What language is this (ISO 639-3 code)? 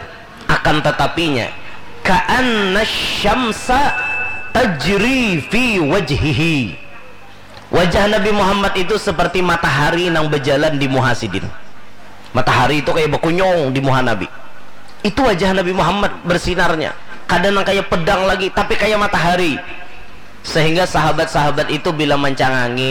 bjn